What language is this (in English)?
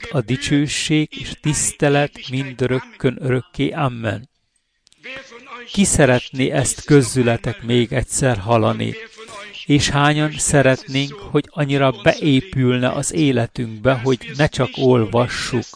Hungarian